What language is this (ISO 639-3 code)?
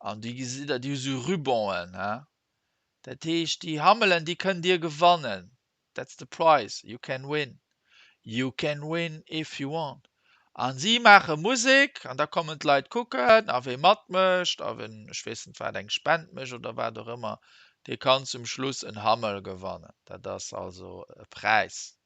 ltz